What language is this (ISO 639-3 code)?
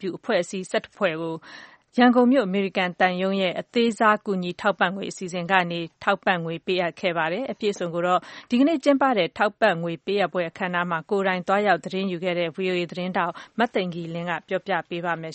mya